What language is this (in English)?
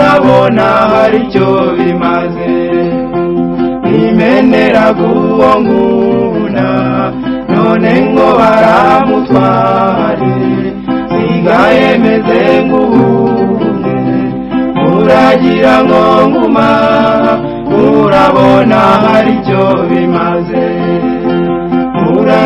Kinyarwanda